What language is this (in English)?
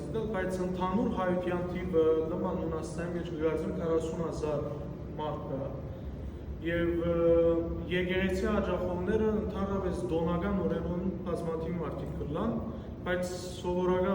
Western Armenian